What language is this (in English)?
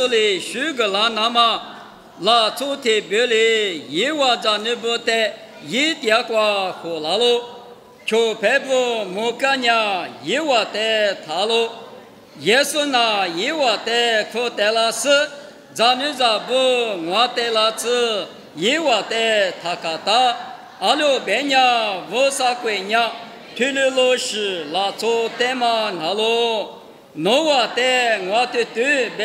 Lisu